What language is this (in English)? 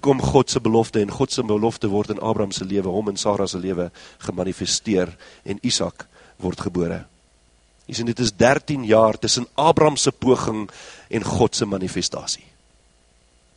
Afrikaans